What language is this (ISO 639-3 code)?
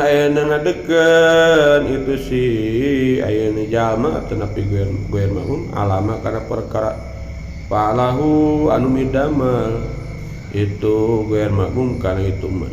sun